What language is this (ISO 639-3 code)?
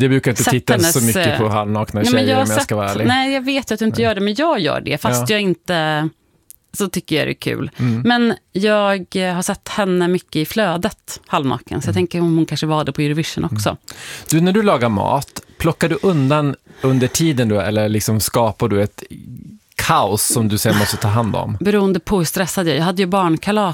swe